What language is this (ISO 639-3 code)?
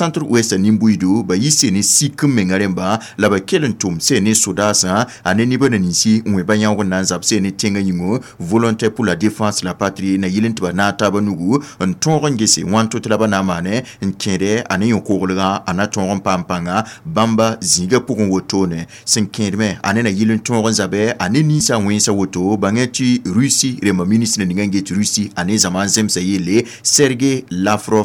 mos